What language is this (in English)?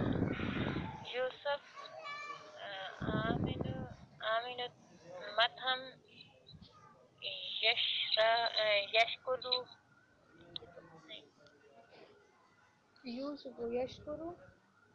Urdu